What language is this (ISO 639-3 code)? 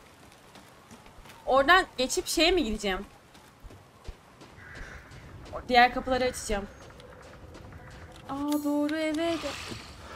tur